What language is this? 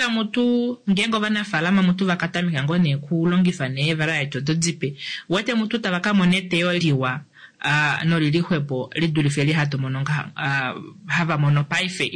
Kuanyama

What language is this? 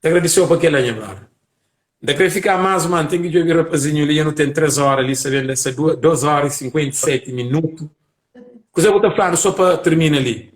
Kabuverdianu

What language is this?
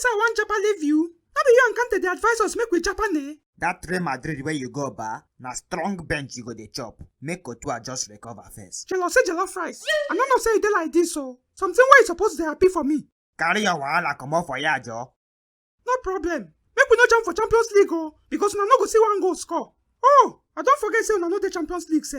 Nigerian Pidgin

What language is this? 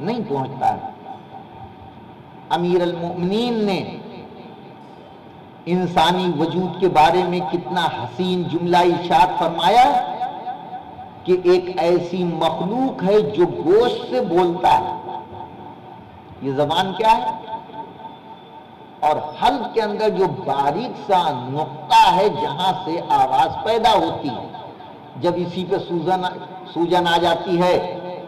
Urdu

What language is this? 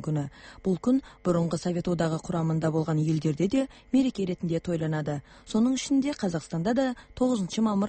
Kazakh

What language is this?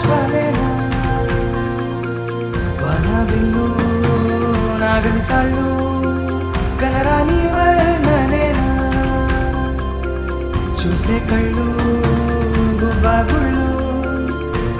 Telugu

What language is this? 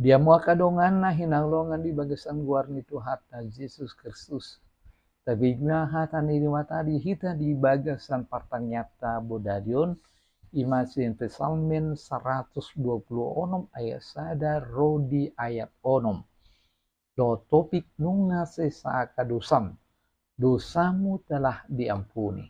Batak Toba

